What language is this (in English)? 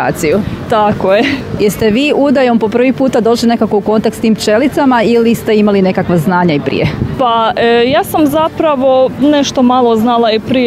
Croatian